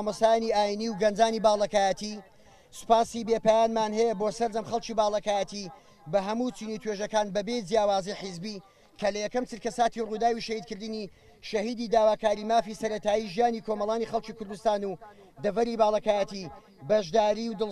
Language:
Central Kurdish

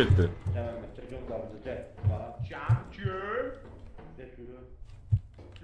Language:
South Azerbaijani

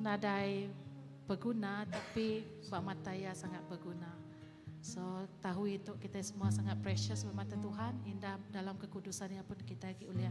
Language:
Iban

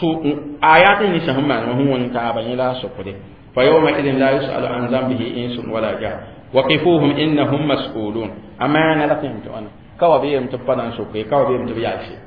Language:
Mossi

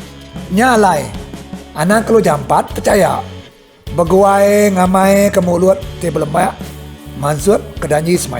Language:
Iban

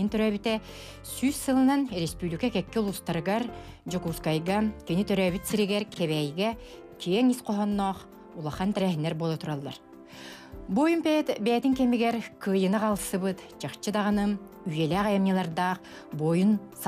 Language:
Yakut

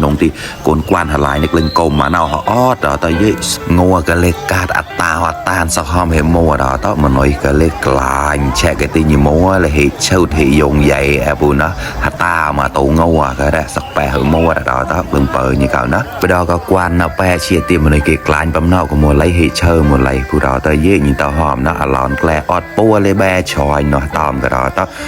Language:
Mon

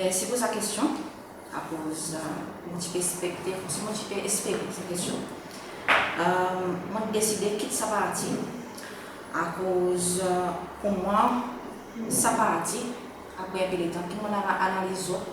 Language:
Seselwa Creole French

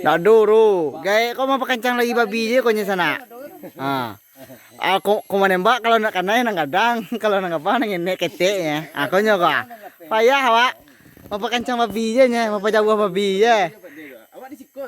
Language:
Minangkabau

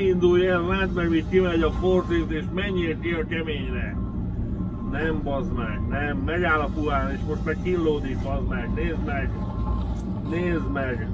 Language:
Hungarian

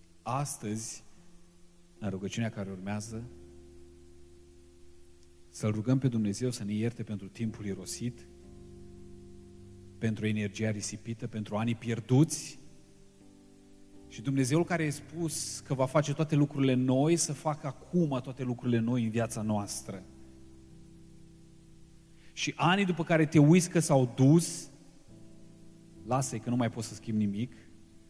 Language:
Romanian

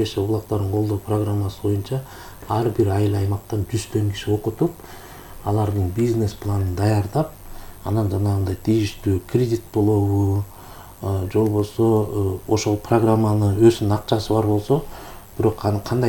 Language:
Kyrgyz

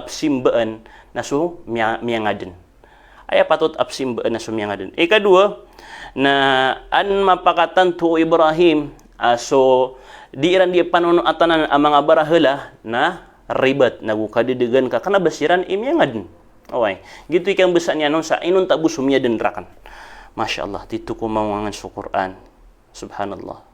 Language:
Maranao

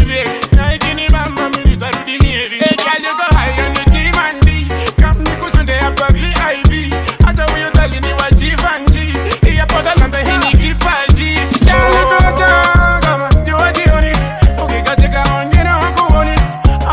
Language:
Swahili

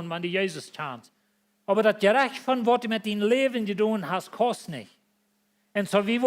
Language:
Plautdietsch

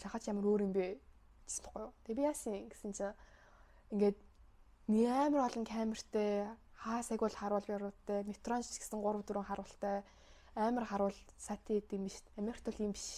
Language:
Mongolian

